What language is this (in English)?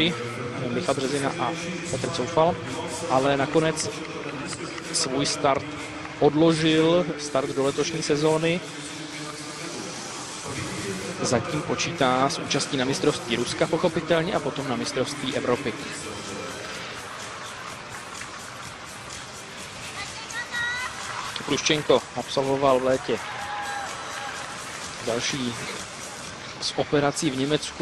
Czech